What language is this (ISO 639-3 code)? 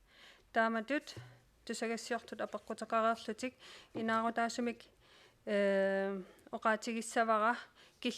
kal